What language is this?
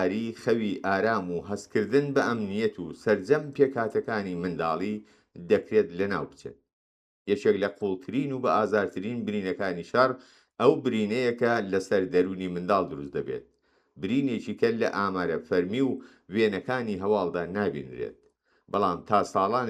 Central Kurdish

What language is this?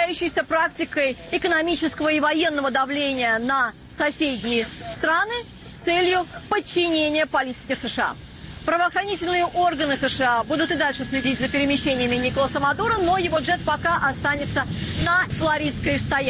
Russian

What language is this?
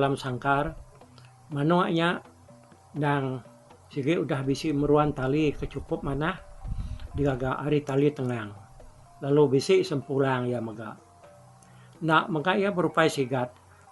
Iban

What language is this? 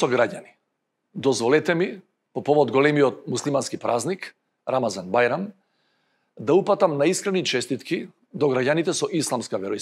Macedonian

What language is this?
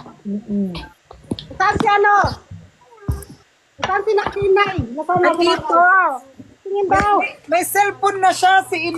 Filipino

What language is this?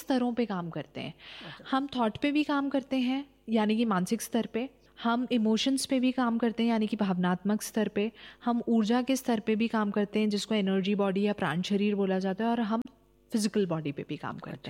Hindi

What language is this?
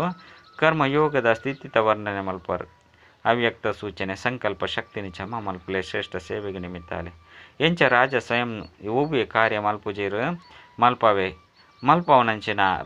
Tulu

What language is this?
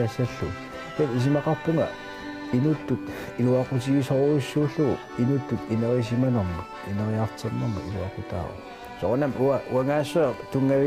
Kalaallisut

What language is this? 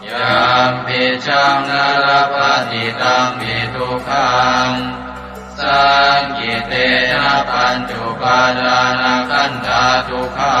Pali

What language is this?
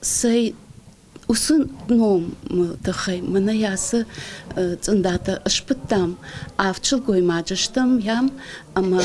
Ossetic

